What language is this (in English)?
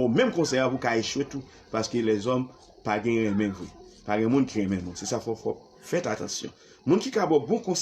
Haitian Creole